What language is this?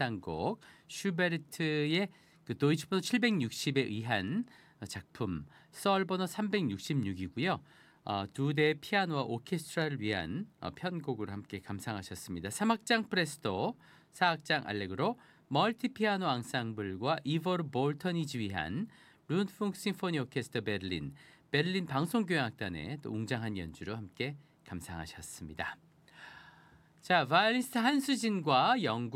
Korean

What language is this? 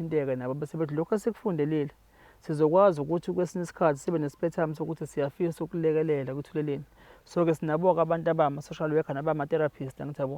Zulu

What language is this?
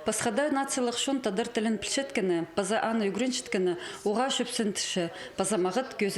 Khakas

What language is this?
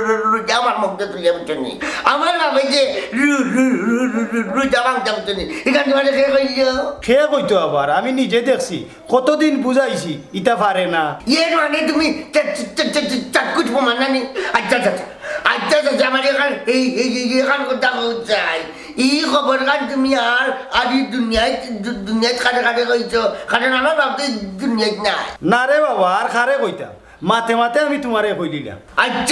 Sylheti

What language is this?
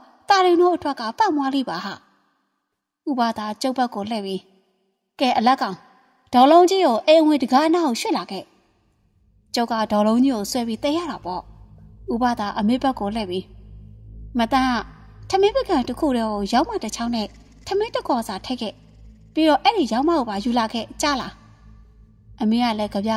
Burmese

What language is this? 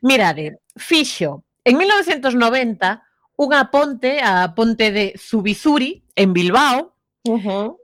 Galician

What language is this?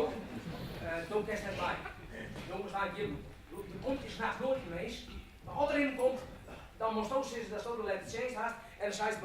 Western Frisian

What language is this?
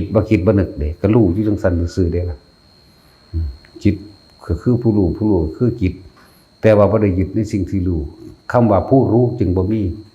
Northeastern Thai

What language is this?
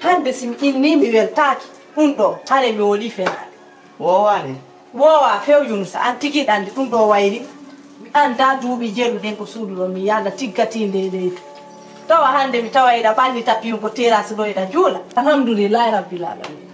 Fula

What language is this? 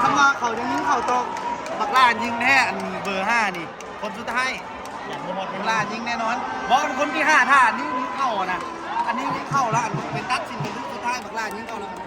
Lao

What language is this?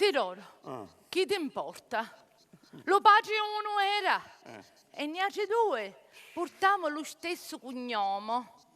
Sicilian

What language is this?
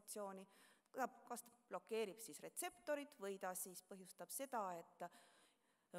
Estonian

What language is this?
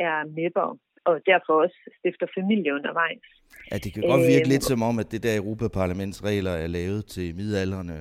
Danish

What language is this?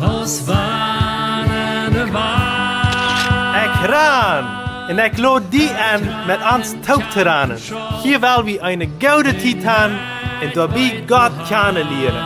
Plautdietsch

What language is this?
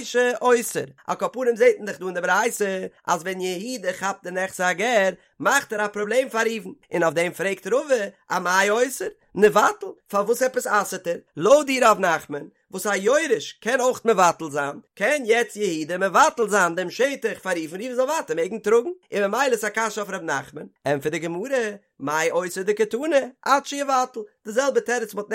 Yiddish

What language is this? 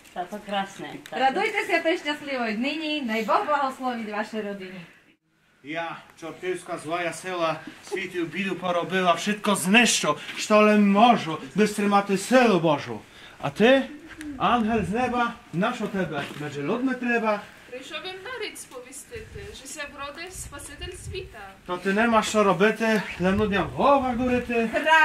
Rusyn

